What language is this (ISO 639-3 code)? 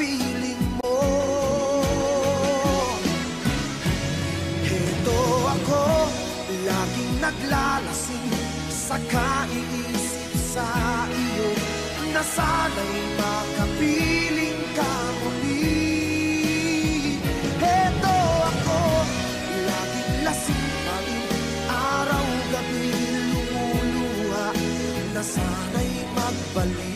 fil